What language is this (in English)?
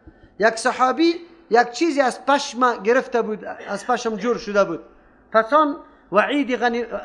Persian